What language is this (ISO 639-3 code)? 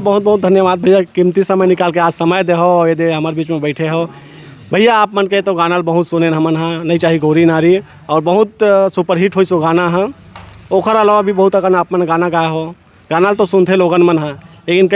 hne